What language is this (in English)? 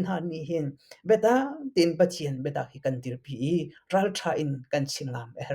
Hakha Chin